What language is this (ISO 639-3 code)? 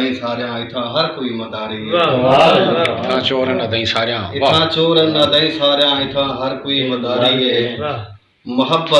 skr